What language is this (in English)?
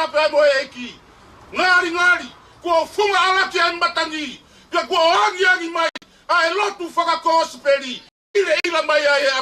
Tongan